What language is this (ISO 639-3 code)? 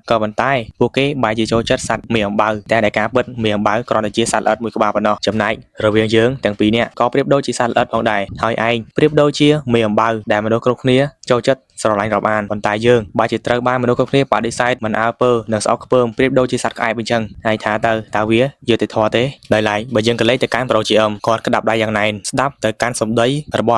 khm